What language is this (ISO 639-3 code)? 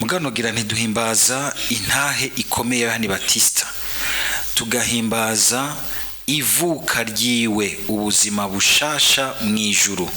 run